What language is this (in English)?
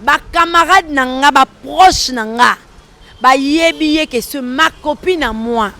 Lingala